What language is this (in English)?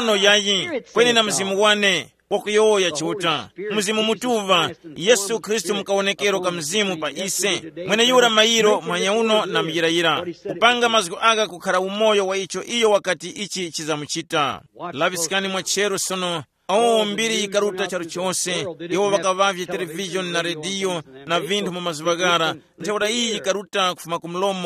Tumbuka